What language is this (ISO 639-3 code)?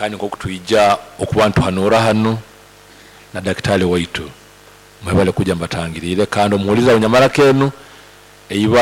nyo